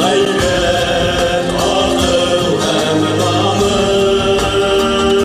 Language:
Bashkir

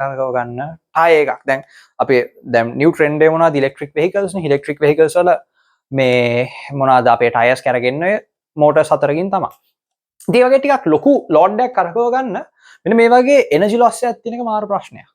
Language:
Sinhala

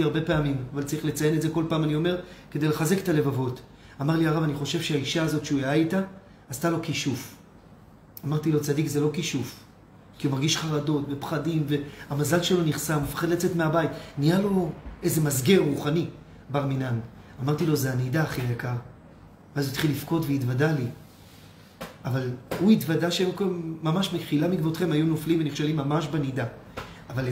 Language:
Hebrew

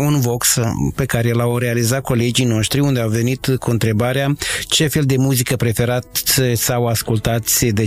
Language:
Romanian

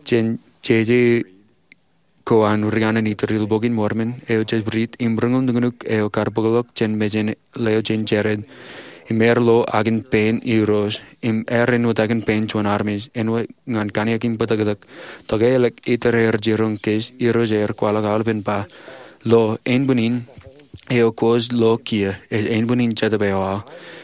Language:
Marshallese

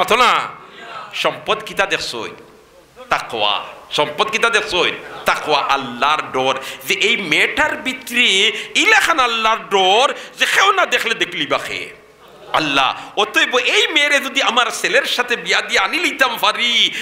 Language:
Sylheti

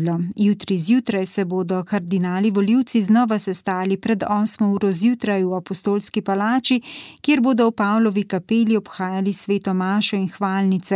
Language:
Slovenian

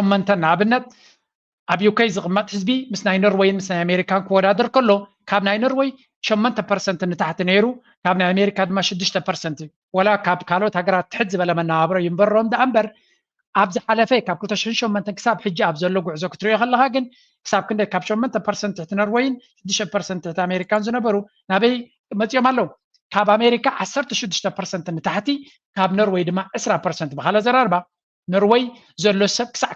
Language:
Tigrinya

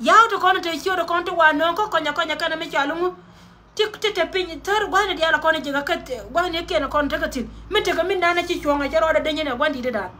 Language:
Nuer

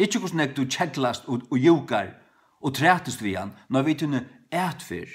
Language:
Faroese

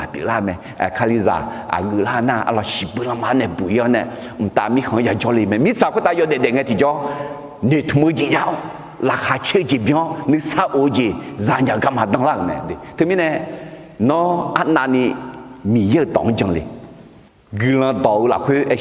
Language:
Akha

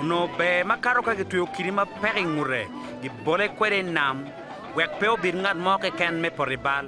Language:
Acoli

